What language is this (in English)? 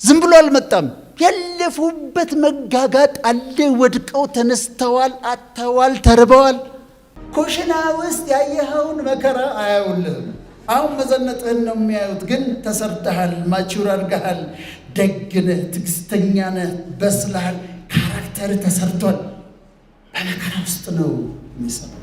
Amharic